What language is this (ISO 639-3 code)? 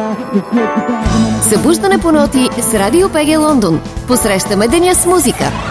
bul